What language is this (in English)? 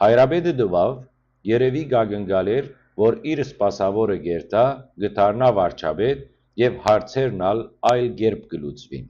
Western Armenian